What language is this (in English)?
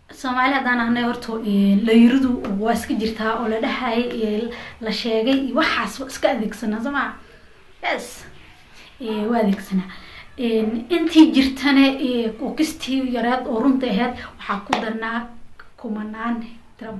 Somali